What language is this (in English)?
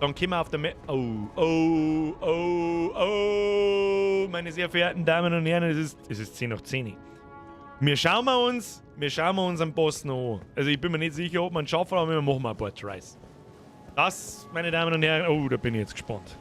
Bavarian